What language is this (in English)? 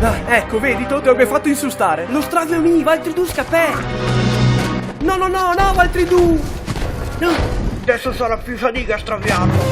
Venetian